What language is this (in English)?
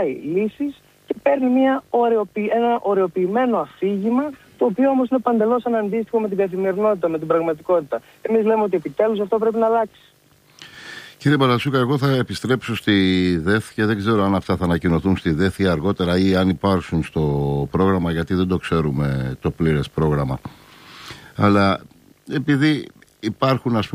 Greek